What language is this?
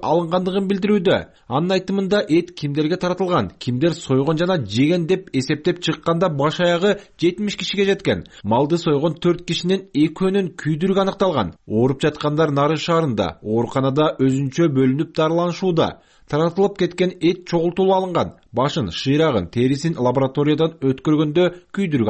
Kyrgyz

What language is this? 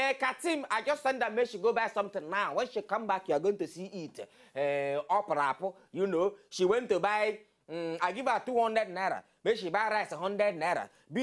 Nigerian Pidgin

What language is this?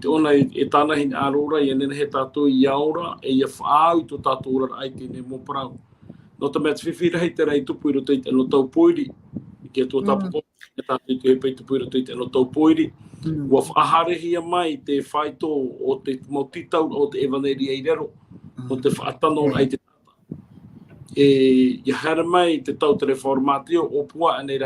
Tahitian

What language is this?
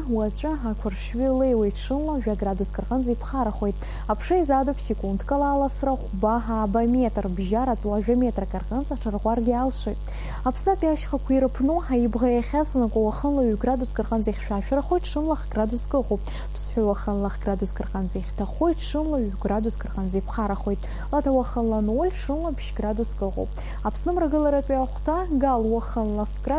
Abkhazian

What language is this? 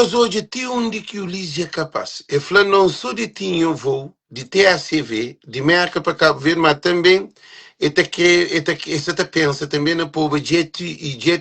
Kabuverdianu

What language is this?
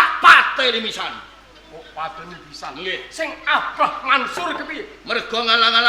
Javanese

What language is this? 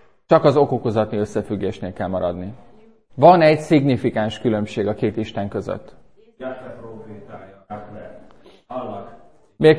Hungarian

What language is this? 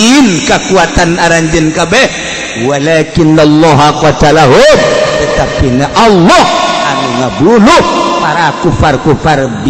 Sundanese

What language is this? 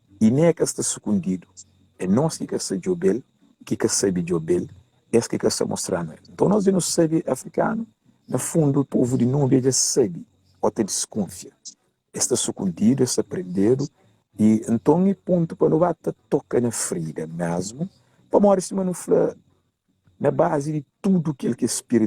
Kabuverdianu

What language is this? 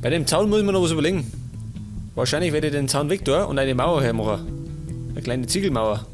Bavarian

